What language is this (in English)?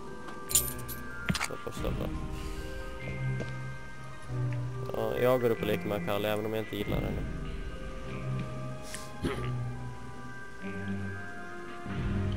Swedish